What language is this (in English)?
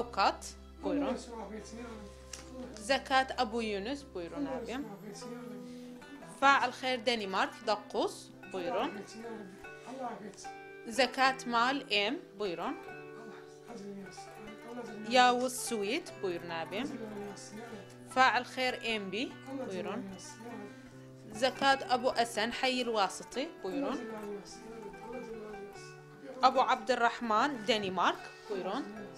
Turkish